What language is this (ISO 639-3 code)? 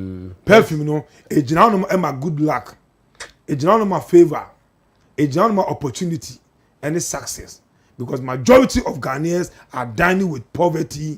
aka